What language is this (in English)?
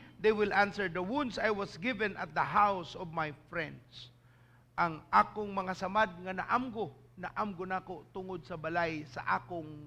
Cebuano